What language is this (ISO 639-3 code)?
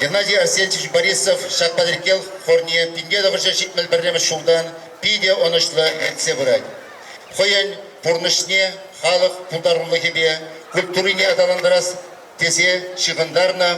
chv